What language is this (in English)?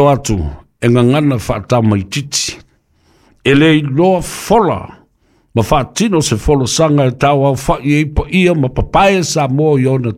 Samoan